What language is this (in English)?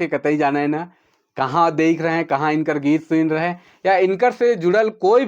Sadri